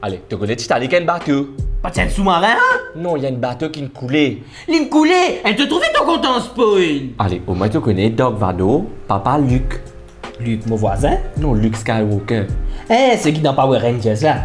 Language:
Morisyen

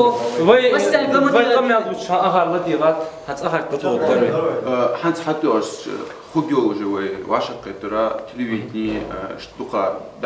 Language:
Ingush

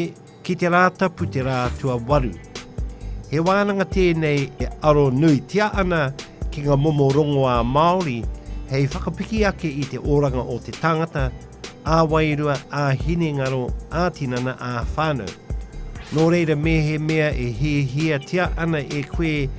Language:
Māori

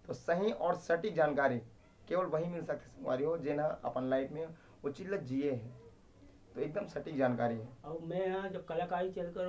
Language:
Chhattisgarhi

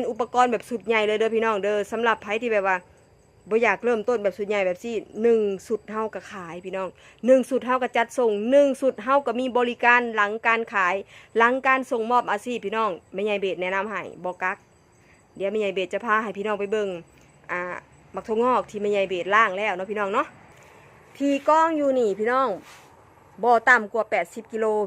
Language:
Northeastern Thai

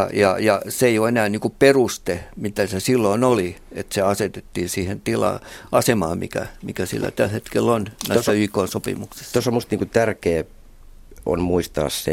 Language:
Finnish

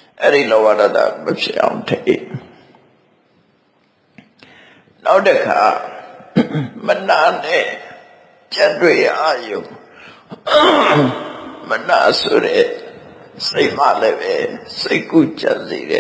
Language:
Burmese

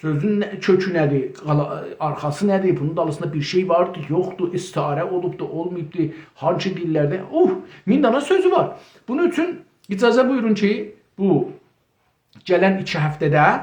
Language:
South Azerbaijani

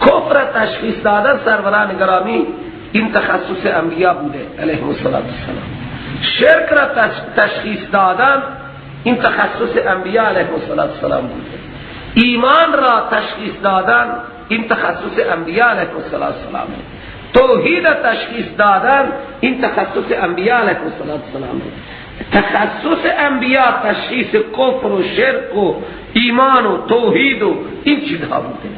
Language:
Persian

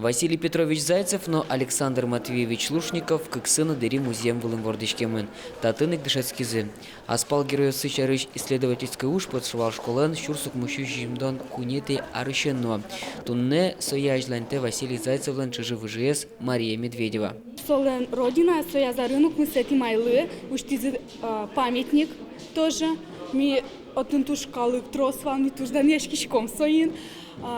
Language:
Udmurt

